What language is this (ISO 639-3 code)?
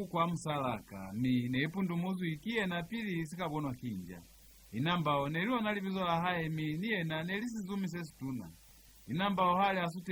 loz